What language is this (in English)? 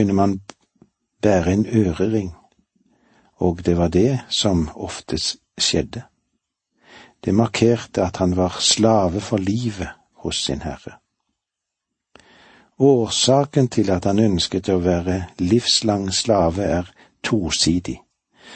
Norwegian